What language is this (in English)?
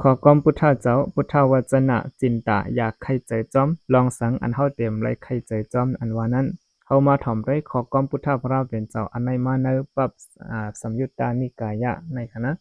Shan